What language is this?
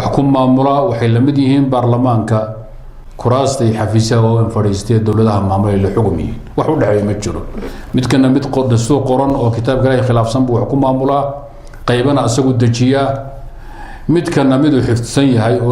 Somali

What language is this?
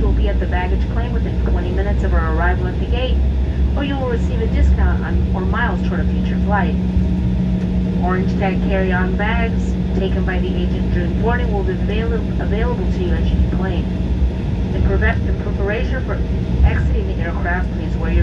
English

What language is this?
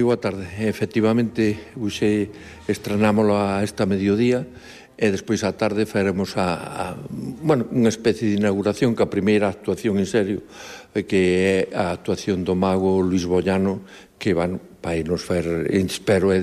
Galician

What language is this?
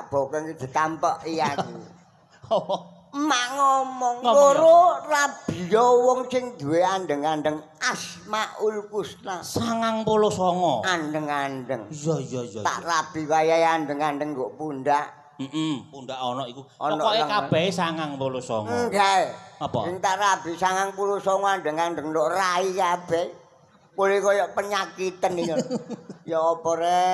Javanese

